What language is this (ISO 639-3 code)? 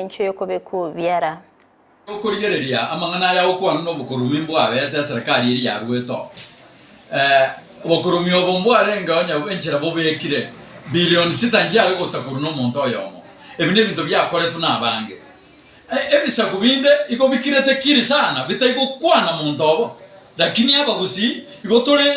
guz